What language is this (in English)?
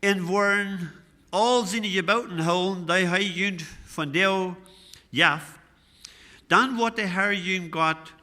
Plautdietsch